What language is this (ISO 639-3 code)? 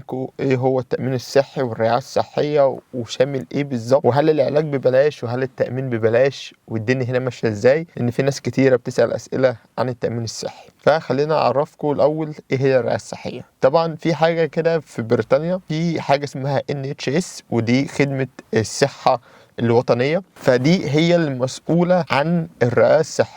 arz